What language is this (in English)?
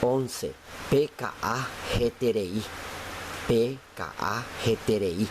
Guarani